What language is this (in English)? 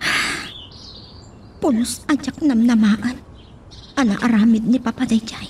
Iloko